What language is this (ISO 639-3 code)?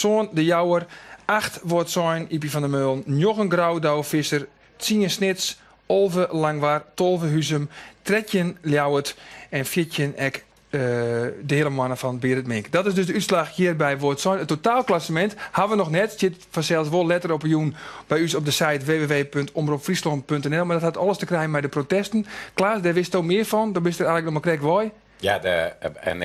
fry